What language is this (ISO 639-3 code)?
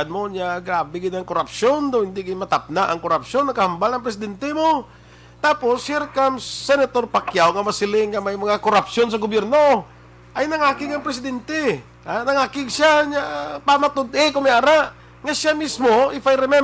hil